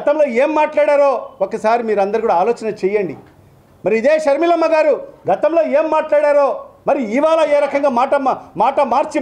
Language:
Telugu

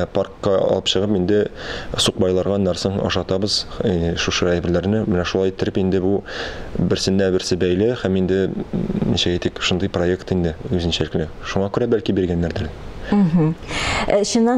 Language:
Tatar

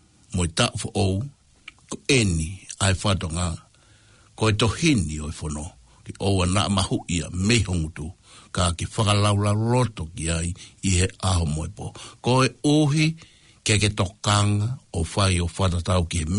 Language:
Tongan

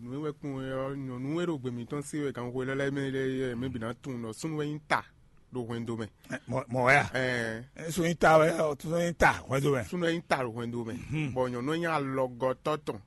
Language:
Fon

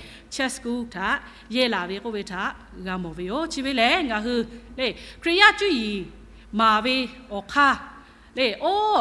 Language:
Lahu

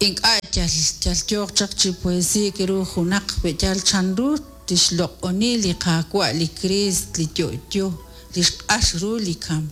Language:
Kekchí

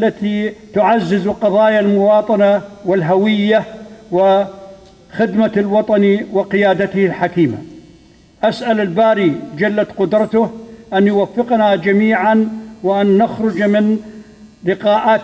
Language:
North Levantine Arabic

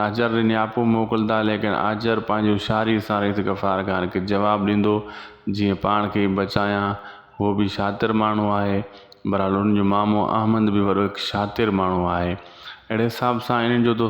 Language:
Sindhi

